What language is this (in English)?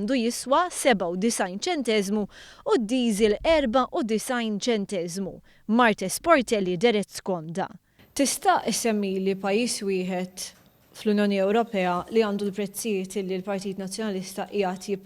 Maltese